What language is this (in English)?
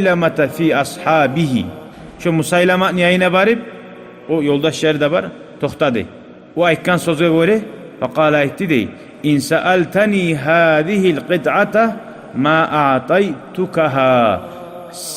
Kumyk